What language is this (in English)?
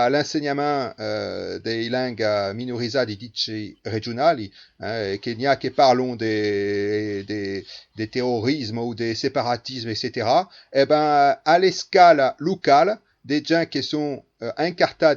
Occitan